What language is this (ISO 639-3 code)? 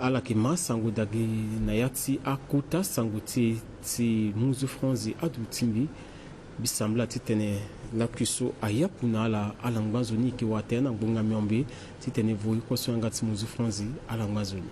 sag